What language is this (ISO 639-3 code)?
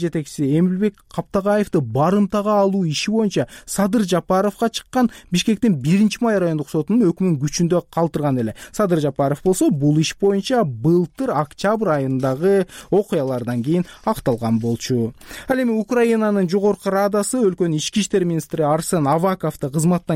kir